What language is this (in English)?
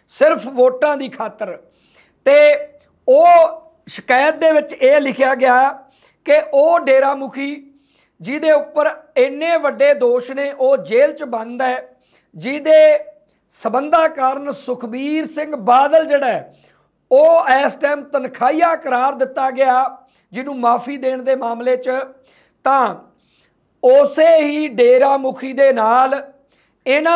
Punjabi